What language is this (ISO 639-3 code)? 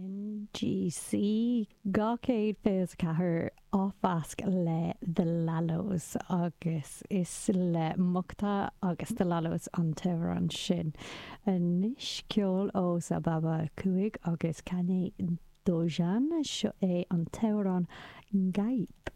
gle